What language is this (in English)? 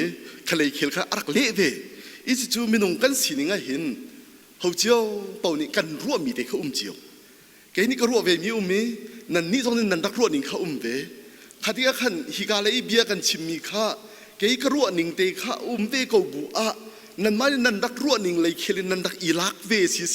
Hakha Chin